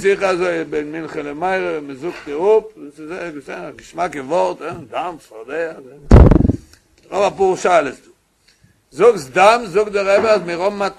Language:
Yiddish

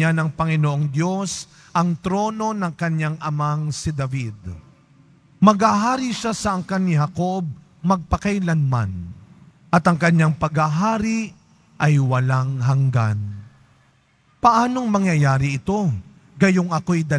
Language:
Filipino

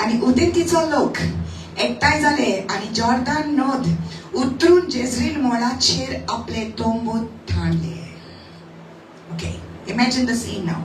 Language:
Konkani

